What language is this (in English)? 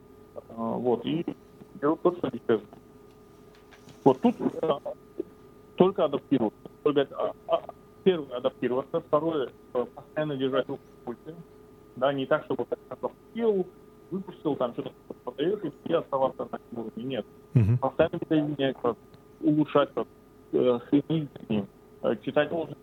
Russian